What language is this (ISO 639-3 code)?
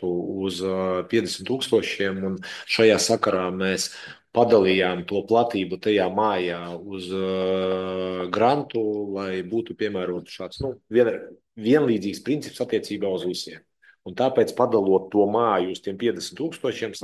lav